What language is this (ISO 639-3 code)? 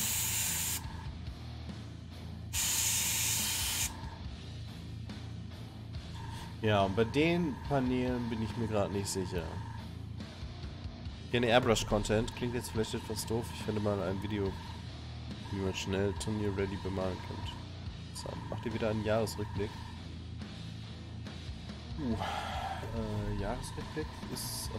deu